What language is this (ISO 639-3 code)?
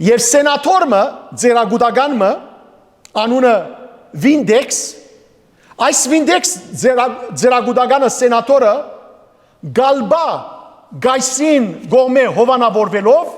hyw